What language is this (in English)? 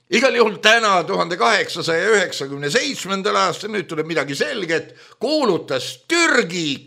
Estonian